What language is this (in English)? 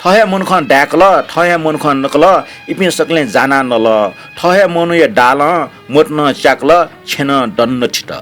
Newari